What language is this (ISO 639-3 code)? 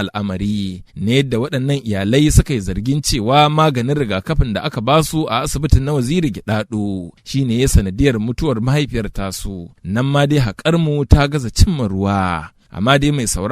hau